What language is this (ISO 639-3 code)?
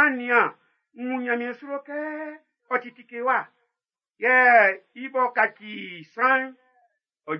bci